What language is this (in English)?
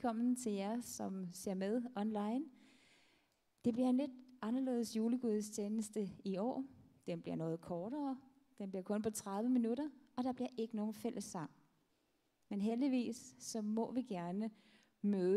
Danish